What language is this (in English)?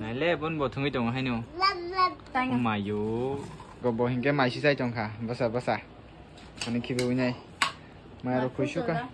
Kok Borok